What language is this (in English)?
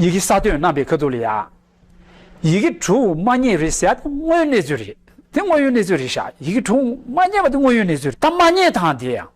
Tibetan